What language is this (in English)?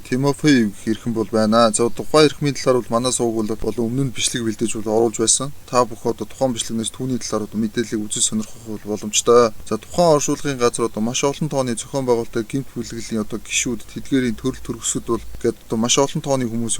Mongolian